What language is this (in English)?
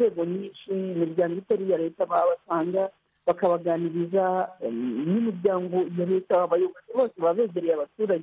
Kinyarwanda